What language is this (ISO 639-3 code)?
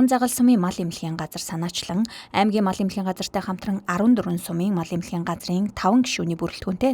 mon